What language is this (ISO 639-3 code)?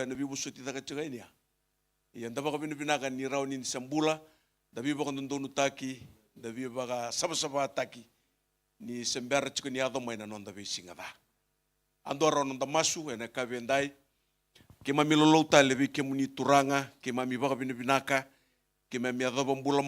fij